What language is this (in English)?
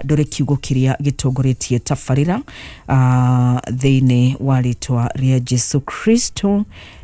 Kikuyu